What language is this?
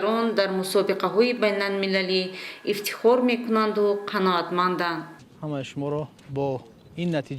Tajik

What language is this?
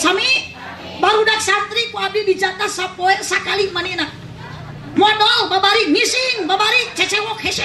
Sundanese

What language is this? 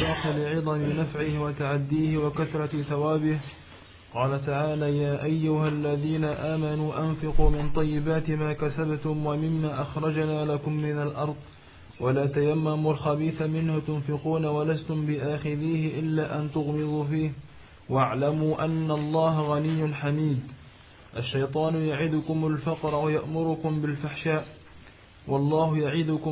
Arabic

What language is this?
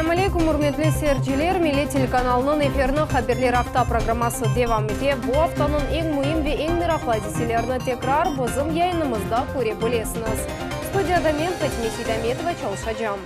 Crimean Tatar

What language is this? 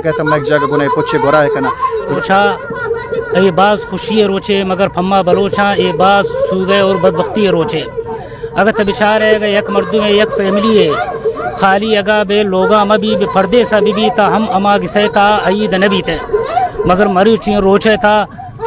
Baluchi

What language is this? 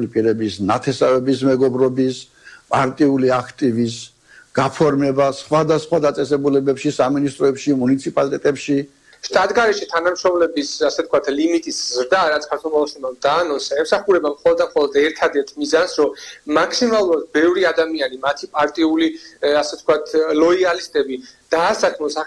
Georgian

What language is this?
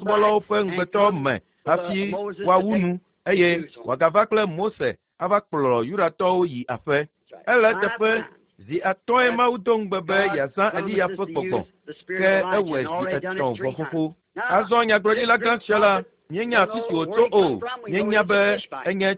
Ewe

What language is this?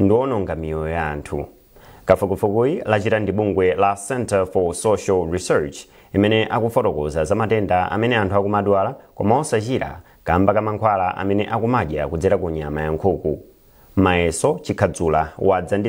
Nyanja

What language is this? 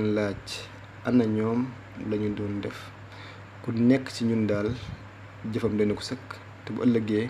Wolof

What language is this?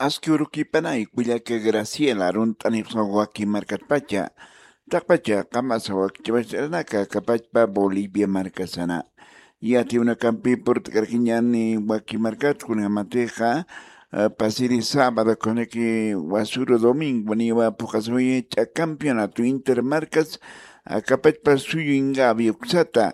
Aymara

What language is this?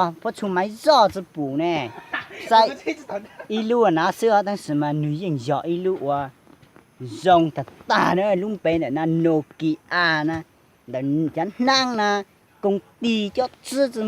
Hmong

